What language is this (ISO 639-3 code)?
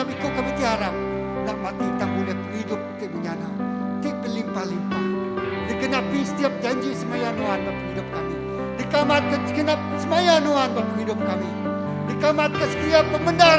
iba